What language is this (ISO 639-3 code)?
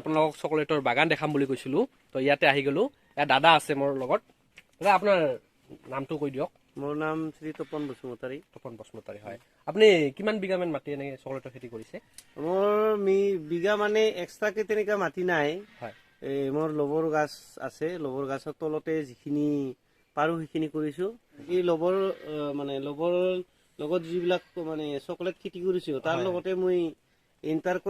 asm